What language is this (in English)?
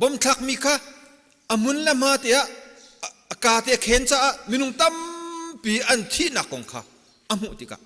Hakha Chin